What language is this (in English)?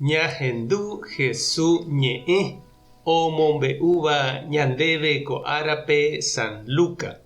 Guarani